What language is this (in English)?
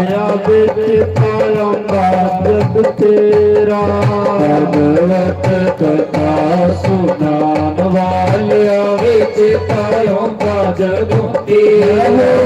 Dogri